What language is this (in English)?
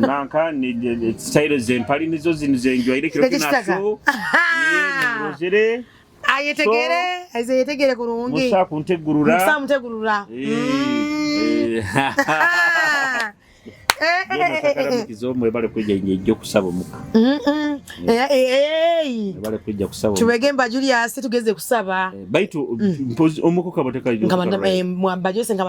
Nyoro